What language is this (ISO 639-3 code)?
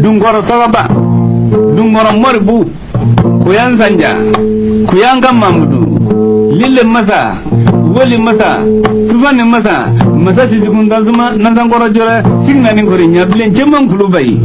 bam